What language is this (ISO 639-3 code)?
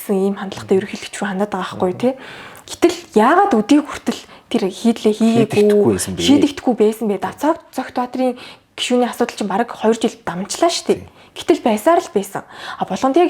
mon